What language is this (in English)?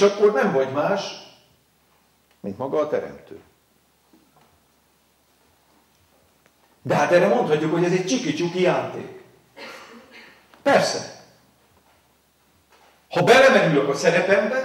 Hungarian